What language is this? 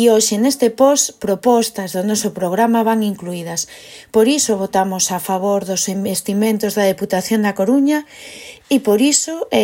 Galician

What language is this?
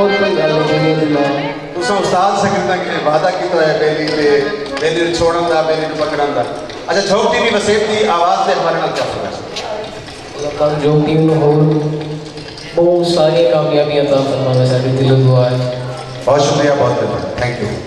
Saraiki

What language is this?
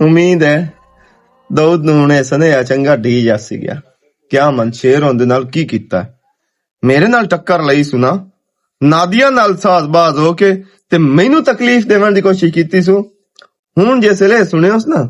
Western Panjabi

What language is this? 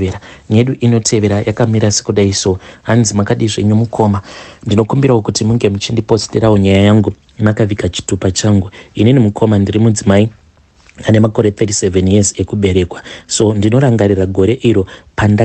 Shona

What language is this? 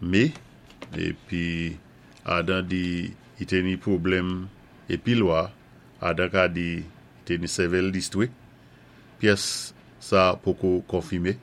Saint Lucian Creole French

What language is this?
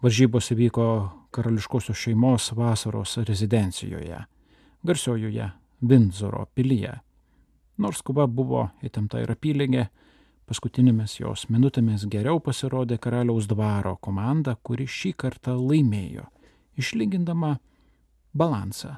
Lithuanian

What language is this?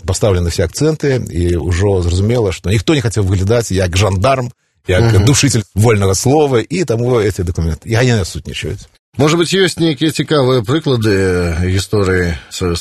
Belarusian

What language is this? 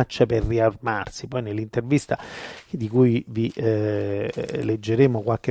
Italian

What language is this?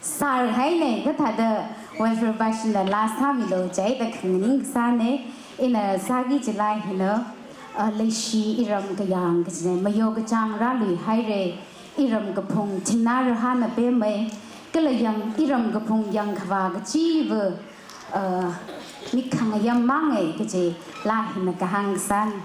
Tangkhul Naga (India)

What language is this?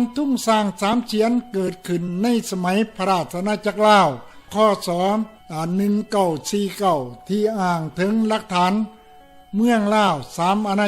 Lao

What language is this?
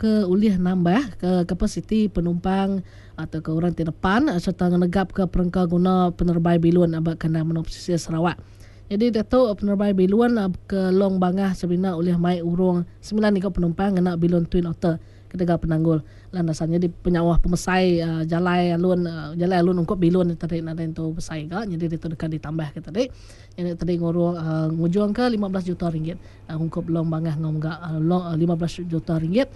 Iban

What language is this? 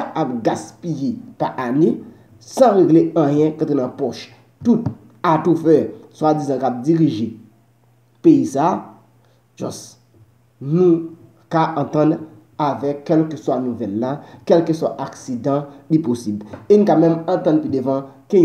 Haitian Creole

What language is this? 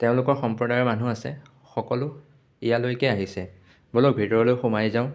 Assamese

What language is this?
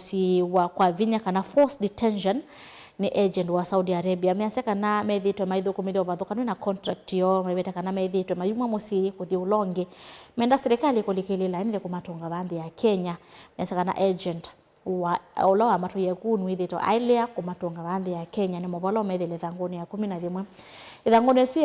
Kamba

